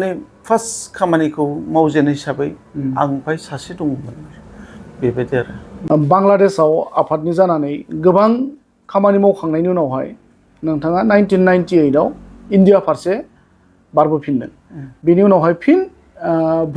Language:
Bodo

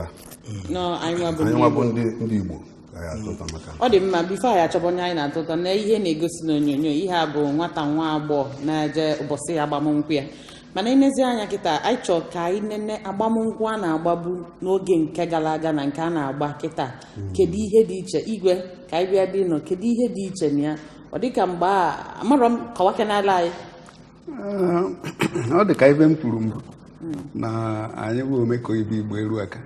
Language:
Igbo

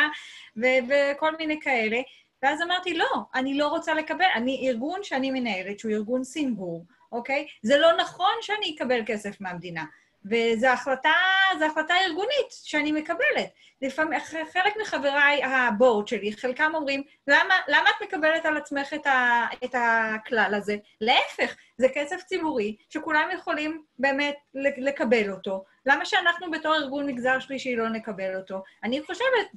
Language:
Hebrew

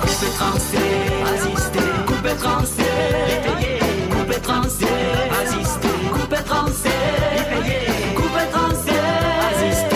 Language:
Morisyen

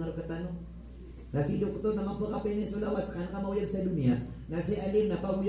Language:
Maranao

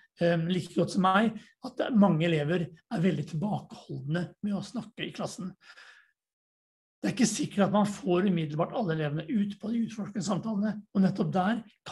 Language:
Norwegian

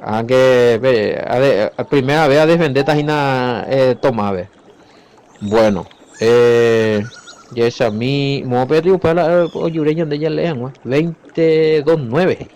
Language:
Guarani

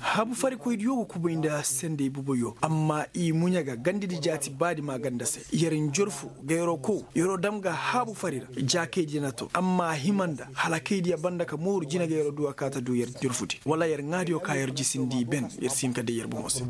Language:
Koyraboro Senni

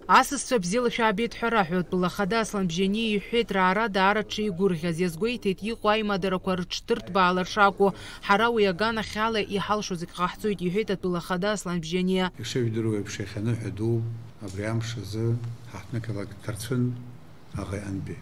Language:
Abkhazian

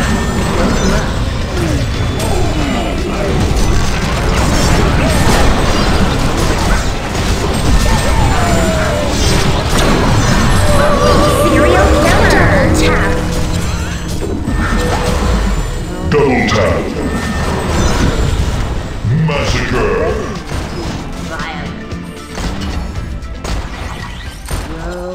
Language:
English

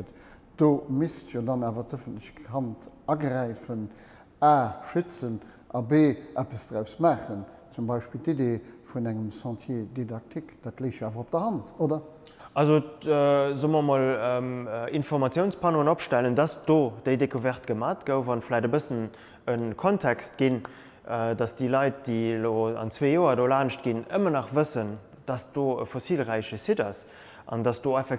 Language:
Luxembourgish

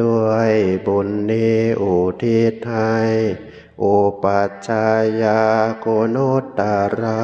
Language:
Northeastern Thai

